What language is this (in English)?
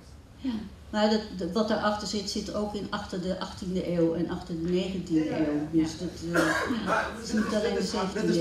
Dutch